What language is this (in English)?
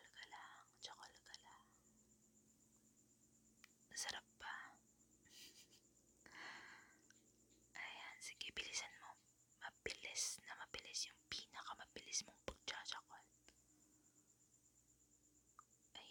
Filipino